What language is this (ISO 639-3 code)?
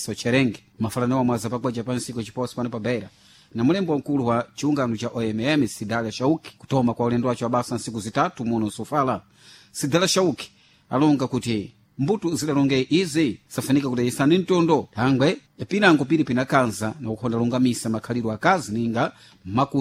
seh